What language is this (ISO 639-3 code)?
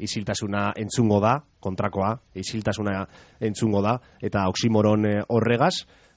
eus